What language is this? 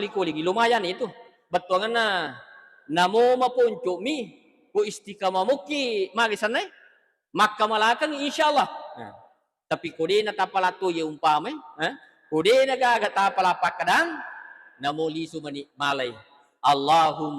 Buginese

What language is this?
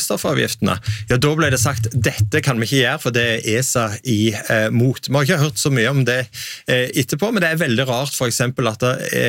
Norwegian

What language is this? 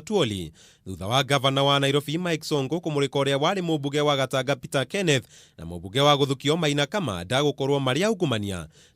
Kikuyu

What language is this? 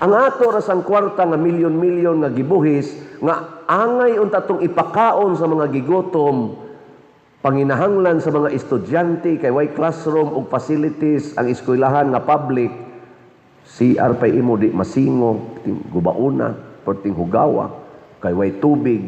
Cebuano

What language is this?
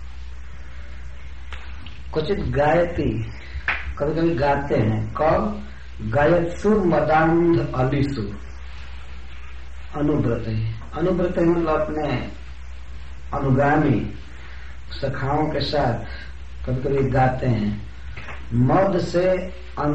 Hindi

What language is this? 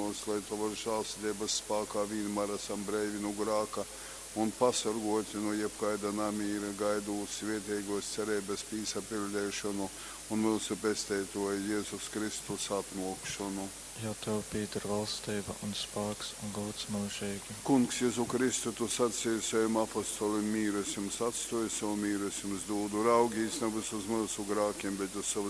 Latgalian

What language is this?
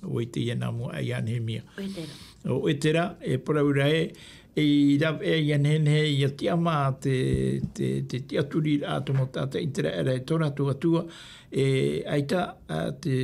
Tahitian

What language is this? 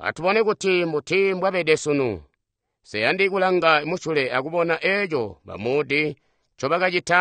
Tonga (Zambia)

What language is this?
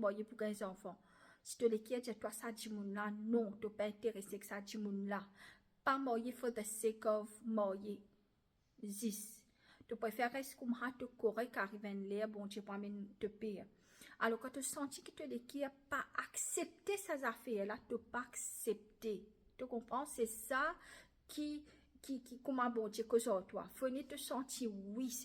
Morisyen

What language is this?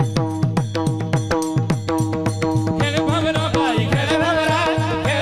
Marathi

